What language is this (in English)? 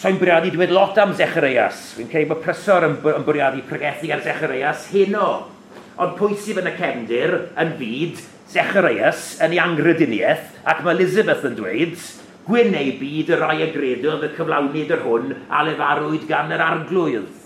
Welsh